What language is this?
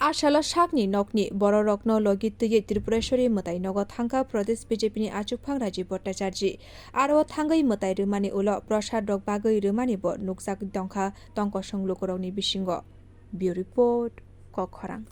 Kok Borok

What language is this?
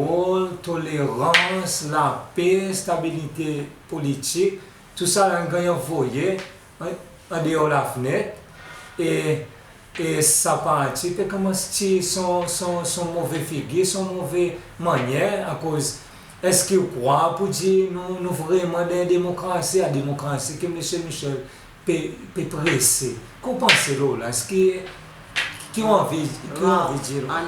Seselwa Creole French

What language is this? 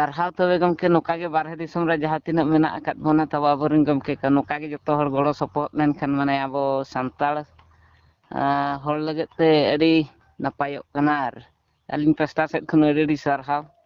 Santali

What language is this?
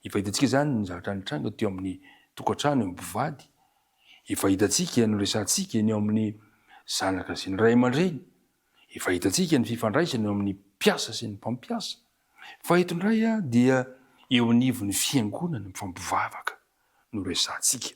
Malagasy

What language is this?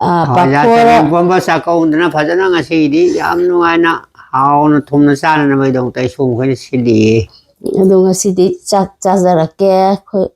Manipuri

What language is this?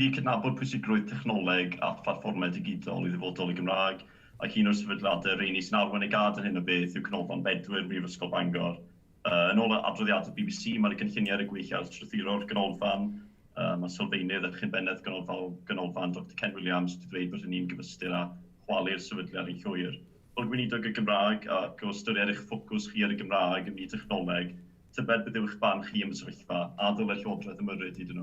Welsh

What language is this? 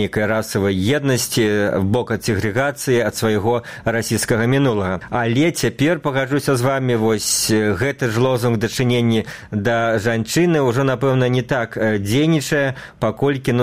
Belarusian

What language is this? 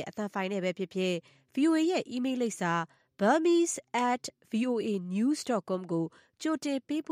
Burmese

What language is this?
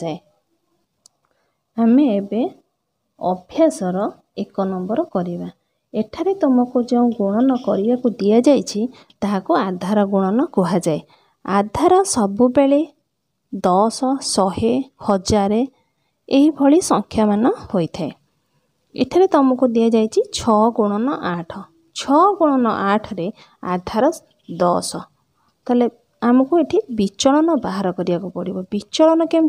Odia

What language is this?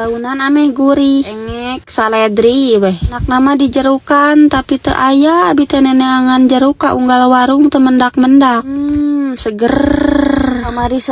Sundanese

